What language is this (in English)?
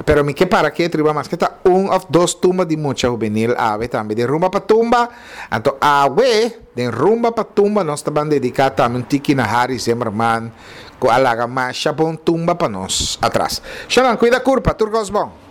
Papiamento